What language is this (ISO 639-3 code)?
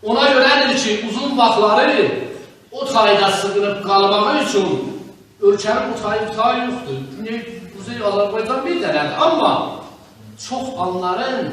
azb